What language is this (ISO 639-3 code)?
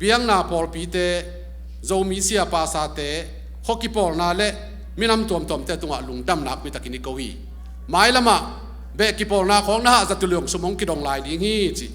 ctd